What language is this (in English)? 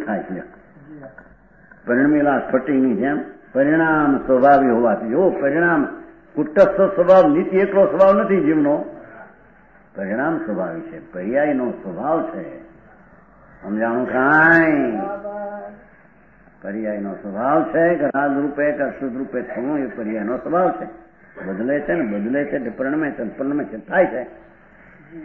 Gujarati